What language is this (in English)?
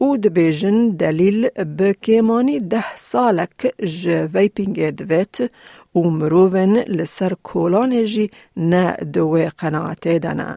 Kurdish